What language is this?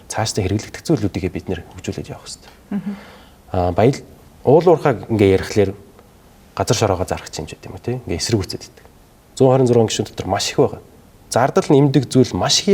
Mongolian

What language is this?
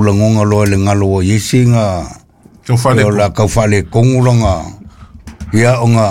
Samoan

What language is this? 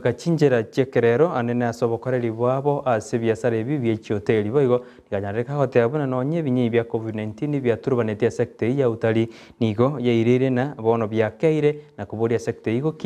Gusii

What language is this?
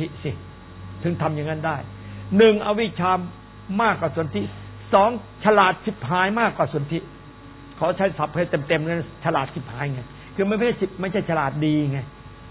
Thai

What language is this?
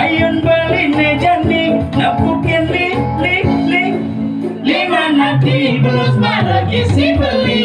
Balinese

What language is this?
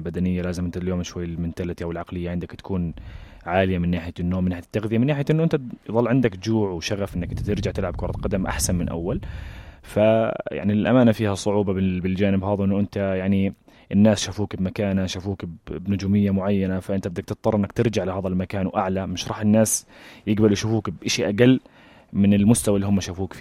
North Levantine Arabic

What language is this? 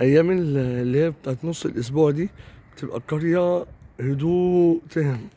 Egyptian Arabic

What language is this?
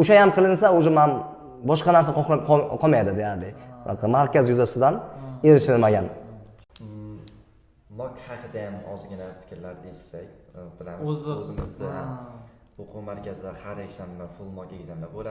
Uzbek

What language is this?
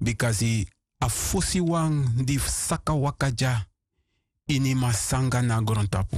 Sranan Tongo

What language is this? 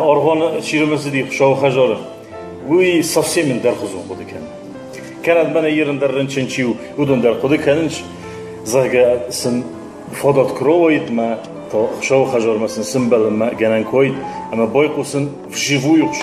Ossetic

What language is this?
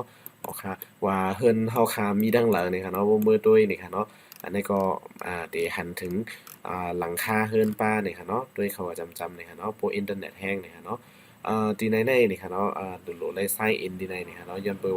Shan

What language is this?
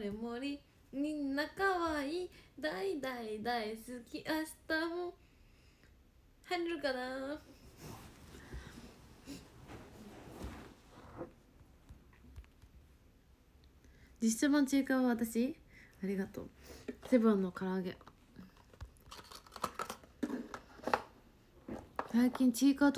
Japanese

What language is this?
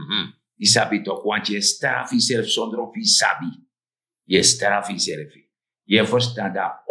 Sranan Tongo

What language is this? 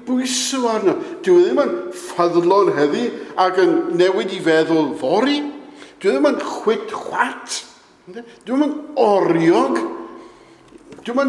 Welsh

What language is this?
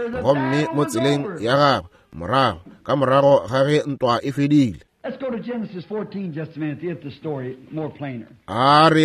Northern Sotho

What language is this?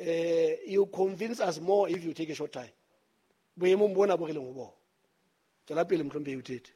Southern Sotho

